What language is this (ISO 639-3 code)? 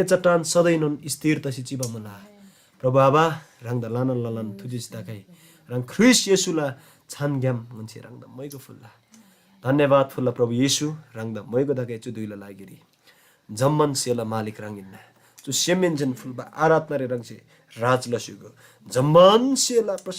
taj